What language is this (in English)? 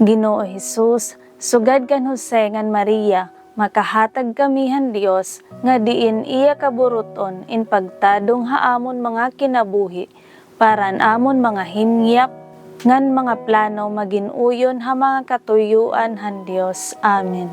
Waray